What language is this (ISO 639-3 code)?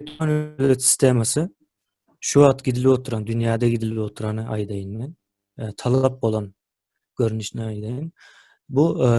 tuk